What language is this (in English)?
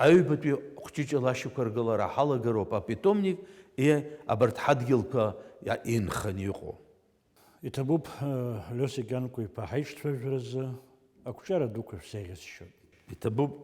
Abkhazian